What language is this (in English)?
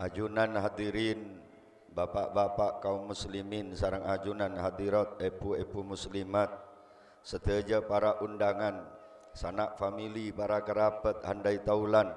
Madurese